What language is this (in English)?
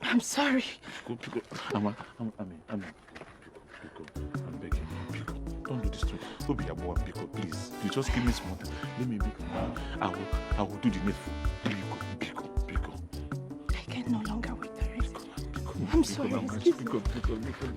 Nigerian Pidgin